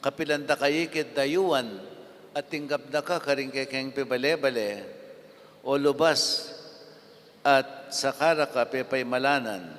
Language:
Pampanga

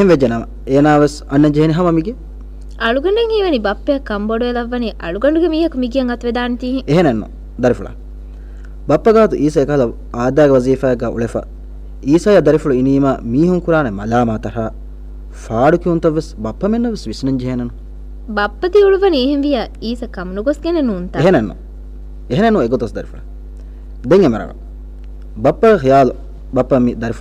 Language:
Divehi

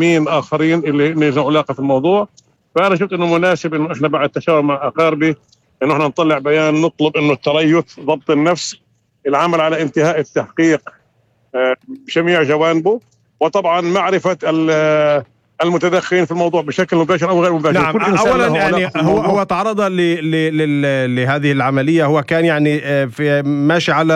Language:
North Levantine Arabic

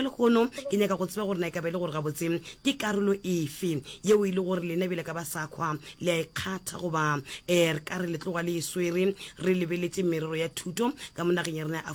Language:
Northern Sotho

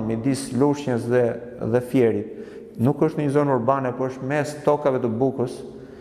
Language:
Albanian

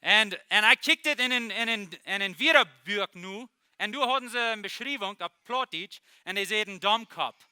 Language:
Plautdietsch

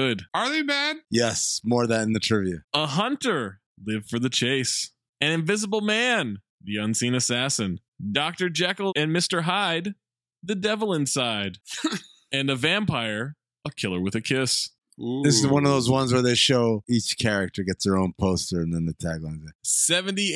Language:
English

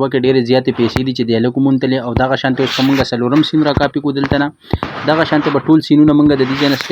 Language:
Pashto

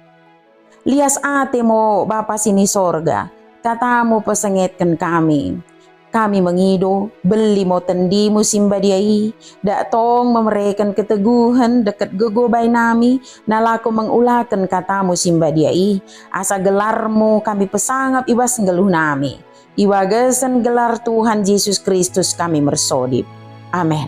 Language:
Batak Dairi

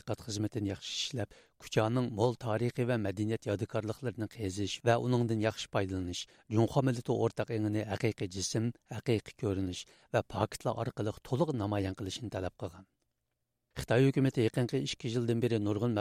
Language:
Uyghur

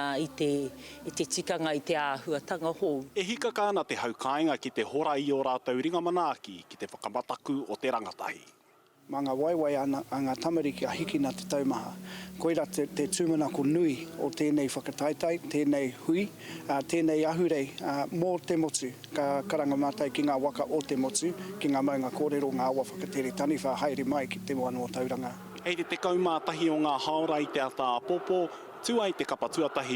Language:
Māori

